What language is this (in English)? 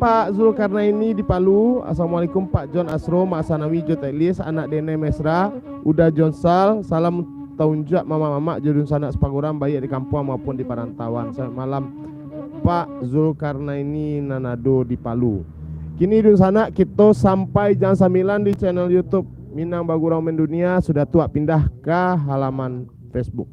Minangkabau